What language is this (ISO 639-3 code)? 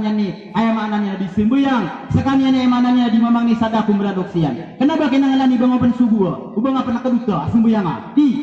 mrw